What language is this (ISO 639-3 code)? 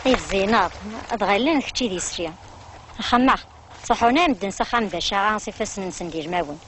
kab